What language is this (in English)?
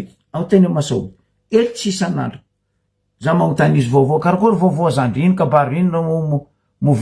Malagasy